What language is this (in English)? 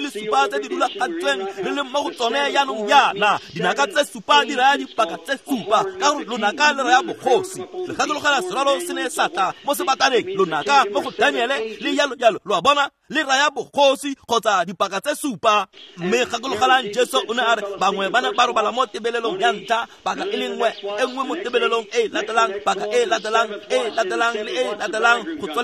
Tswana